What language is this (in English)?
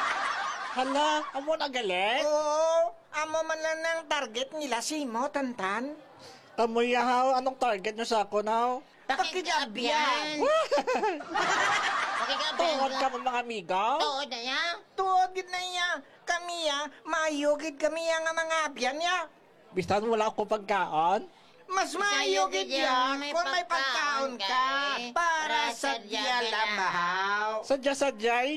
Hiligaynon